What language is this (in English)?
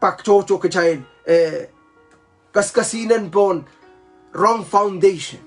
Pohnpeian